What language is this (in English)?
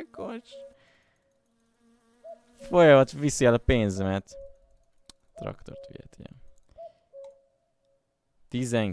Hungarian